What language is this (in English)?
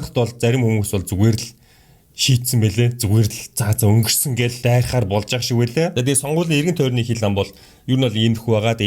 Mongolian